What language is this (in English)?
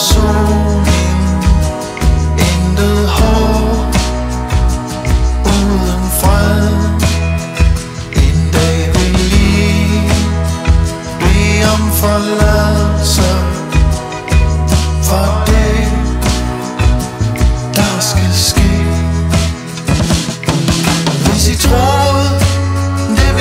Danish